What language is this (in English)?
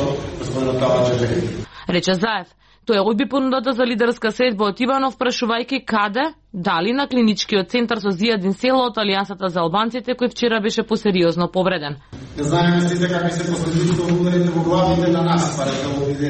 Macedonian